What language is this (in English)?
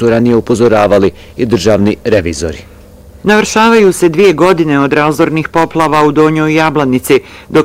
Bosnian